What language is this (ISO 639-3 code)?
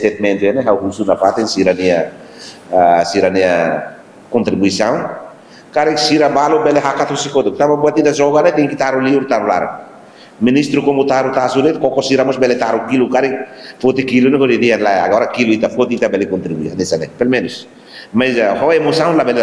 tet